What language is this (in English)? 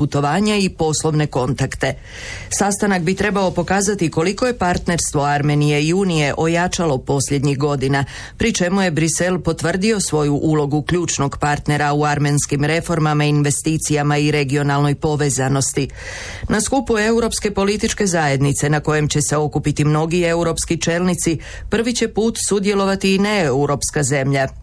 Croatian